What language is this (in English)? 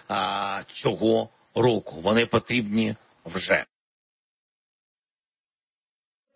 Ukrainian